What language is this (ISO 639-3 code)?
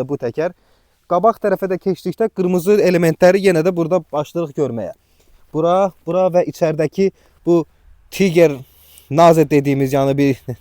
aze